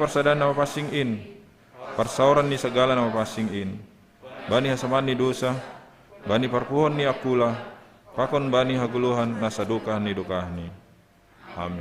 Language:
Batak Simalungun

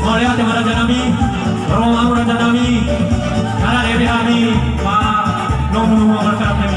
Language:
Batak Toba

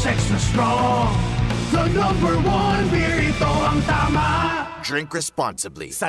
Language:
Bikol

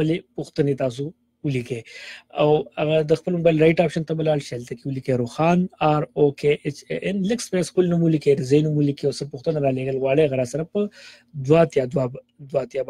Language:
Pashto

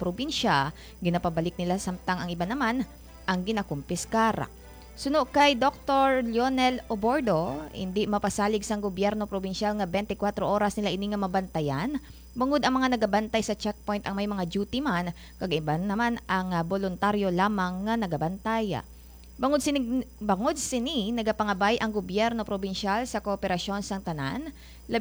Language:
Hiligaynon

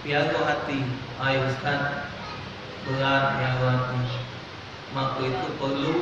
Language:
Musi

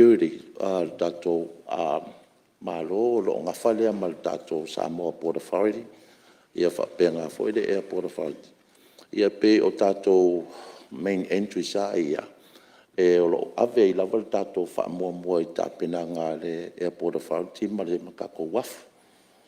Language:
Samoan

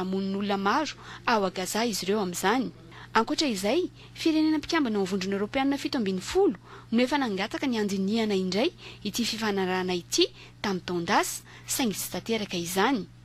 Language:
Malagasy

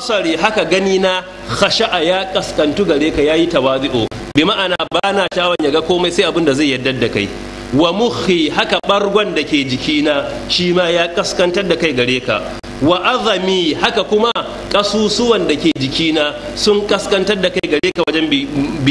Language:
Hausa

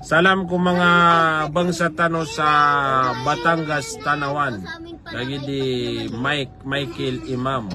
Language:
Maranao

